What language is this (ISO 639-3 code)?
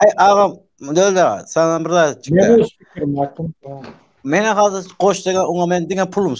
tuk